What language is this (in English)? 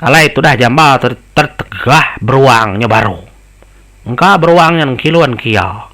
Iban